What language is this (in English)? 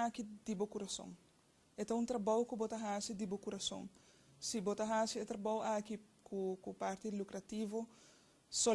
Papiamento